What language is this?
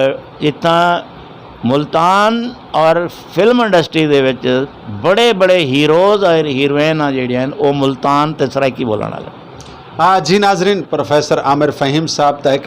Saraiki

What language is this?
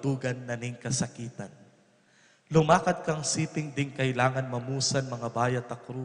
Pampanga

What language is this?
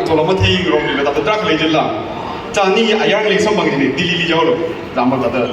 Tangkhul Naga (India)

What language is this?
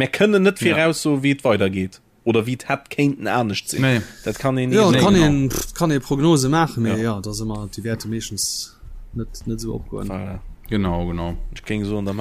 Luxembourgish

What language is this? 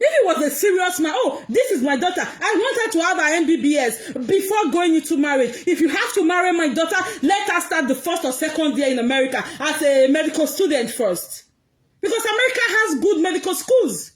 Nigerian Pidgin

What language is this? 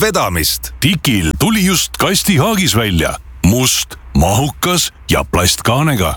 Estonian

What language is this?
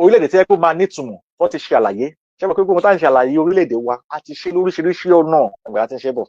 Yoruba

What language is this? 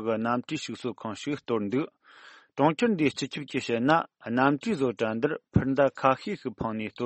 Tibetan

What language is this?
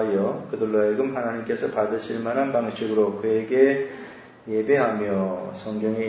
Korean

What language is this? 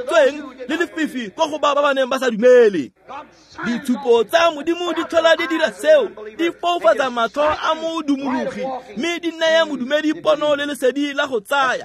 Tswana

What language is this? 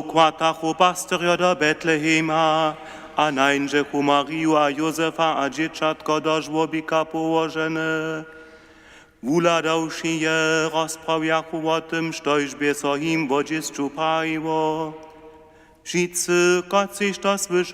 Upper Sorbian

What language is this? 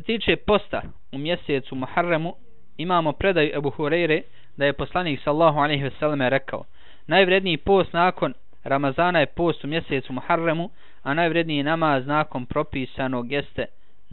Bosnian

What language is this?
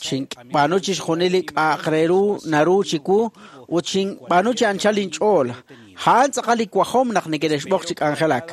Kekchí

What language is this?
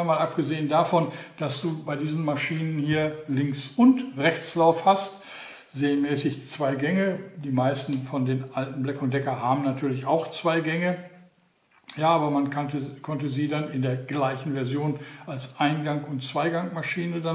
German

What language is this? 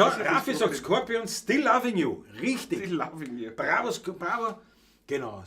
Bavarian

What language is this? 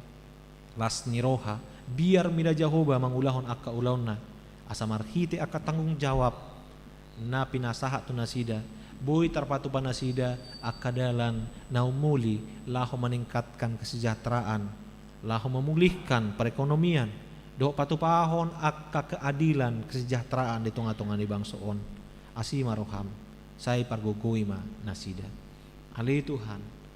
Batak Toba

